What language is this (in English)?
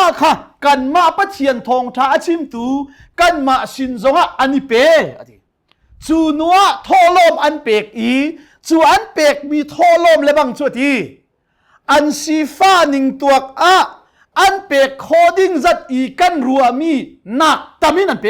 Hakha Chin